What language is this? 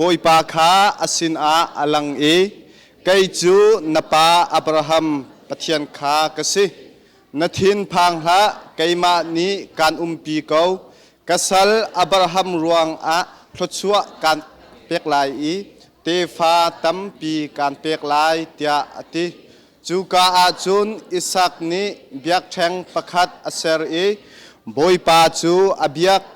Hakha Chin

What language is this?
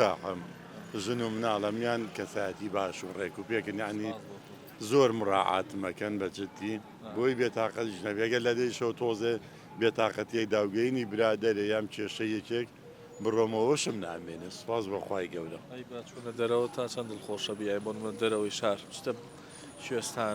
Central Kurdish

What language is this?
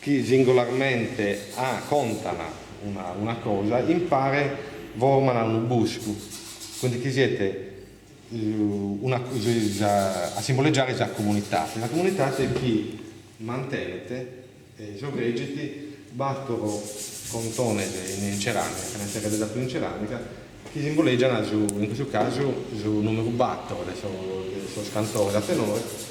Sardinian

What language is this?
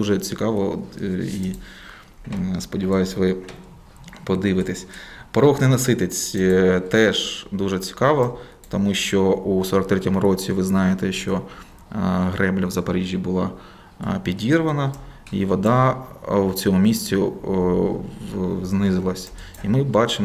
Ukrainian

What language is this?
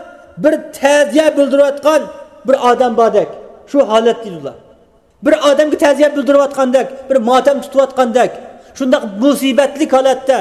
Uyghur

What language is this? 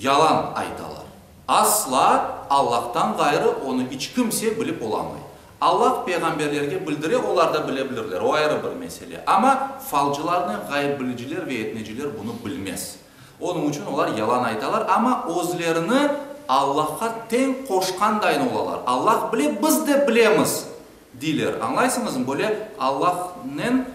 Crimean Tatar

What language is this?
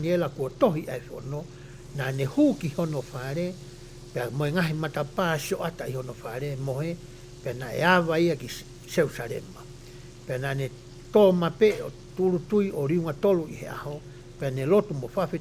Tongan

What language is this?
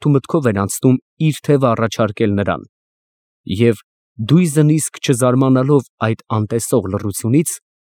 Armenian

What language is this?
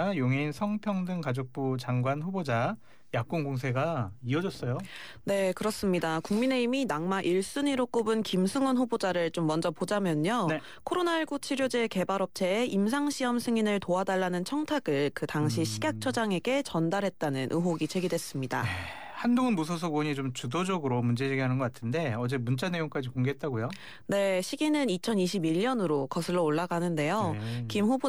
Korean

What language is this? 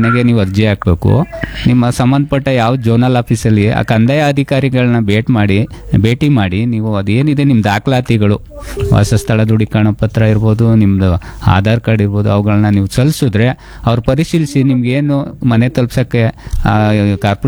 Kannada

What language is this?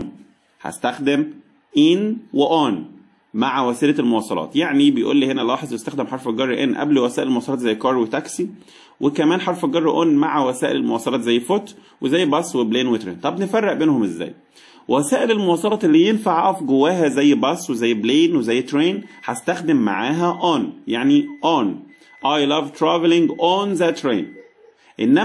Egyptian Arabic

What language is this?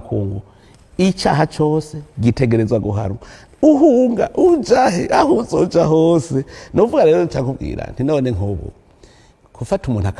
Rundi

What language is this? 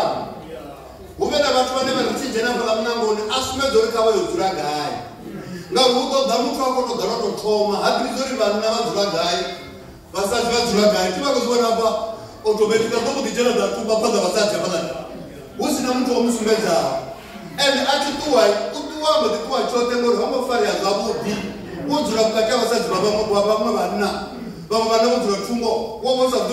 Venda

